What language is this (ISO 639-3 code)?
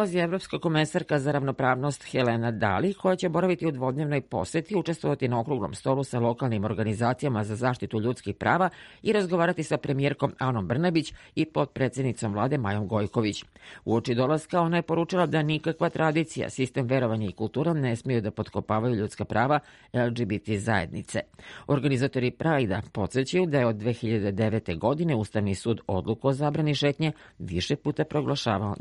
srp